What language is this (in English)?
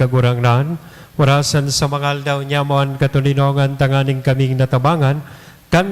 Bikol